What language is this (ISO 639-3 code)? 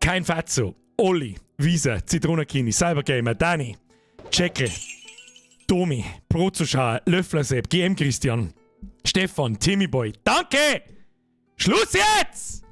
bar